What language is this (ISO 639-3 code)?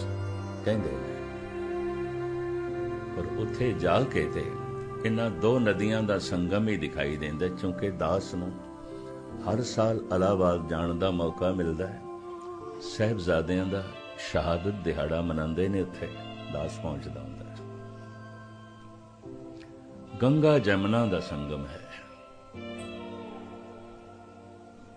pan